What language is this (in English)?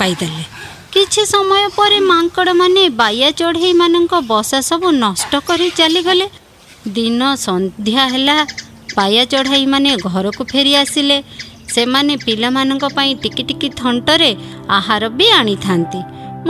Odia